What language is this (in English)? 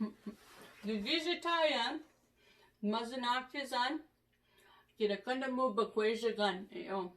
Chippewa